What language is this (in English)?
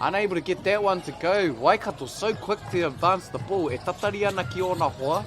Māori